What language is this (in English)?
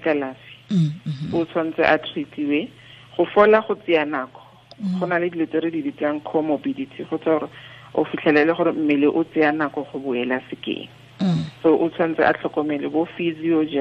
Tswana